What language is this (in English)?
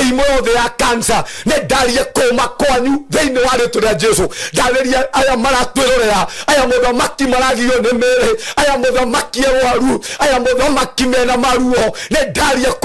Kikuyu